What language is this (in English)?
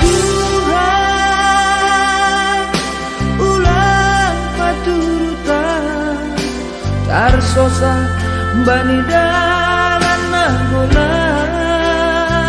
Batak Simalungun